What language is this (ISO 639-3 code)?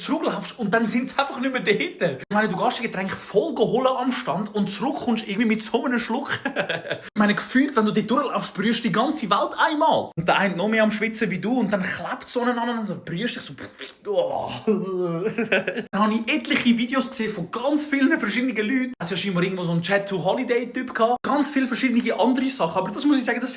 gsw